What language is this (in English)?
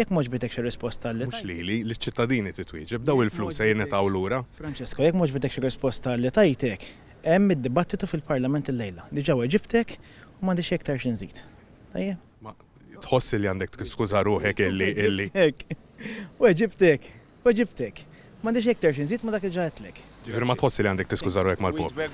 Maltese